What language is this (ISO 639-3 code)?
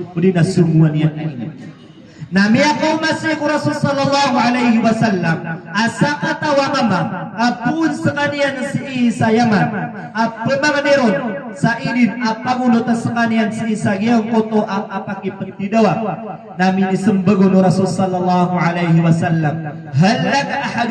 mrw